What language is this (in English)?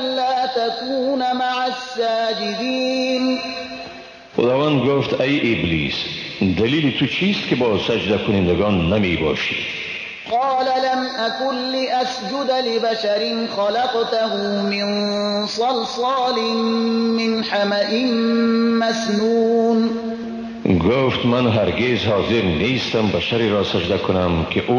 Persian